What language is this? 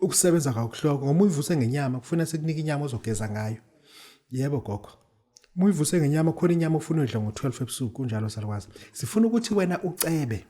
Zulu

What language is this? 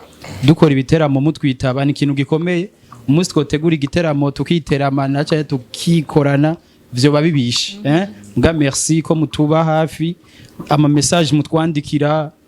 Rundi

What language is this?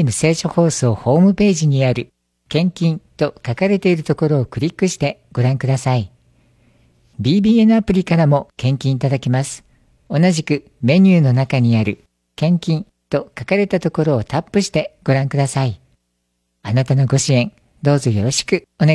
Japanese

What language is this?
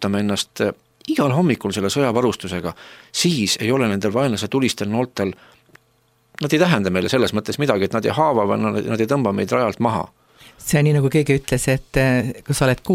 Estonian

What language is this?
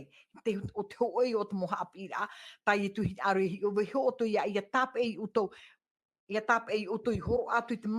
Tahitian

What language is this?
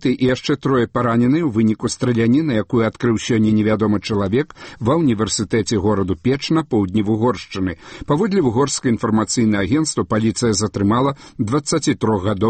Belarusian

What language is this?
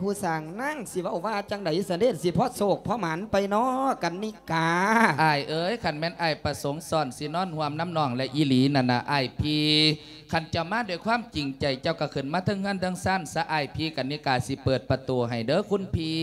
Lao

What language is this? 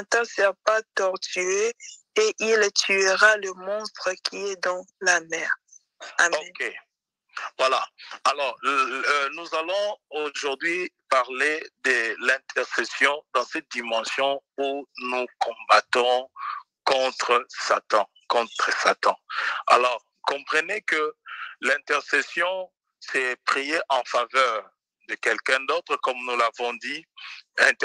French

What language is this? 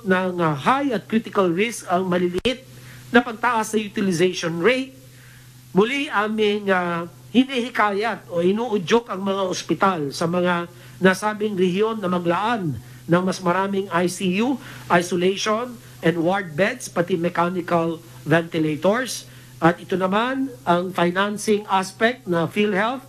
Filipino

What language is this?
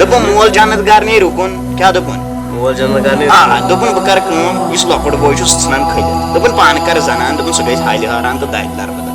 Kashmiri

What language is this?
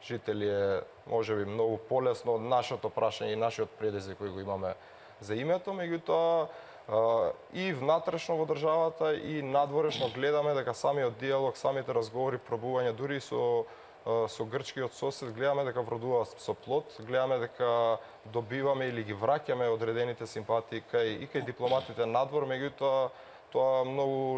Macedonian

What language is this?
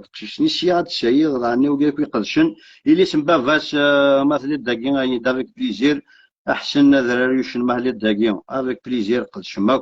Kabyle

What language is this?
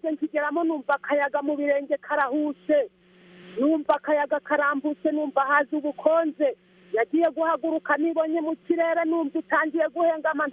Kinyarwanda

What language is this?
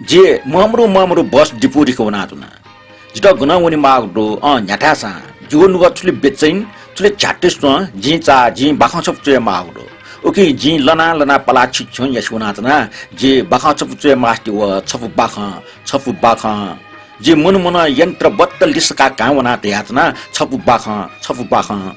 Newari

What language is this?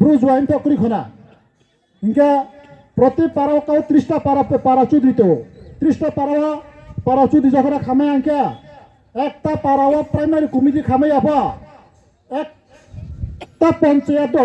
Riang (India)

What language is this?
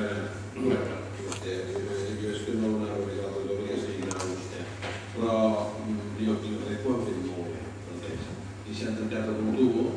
Catalan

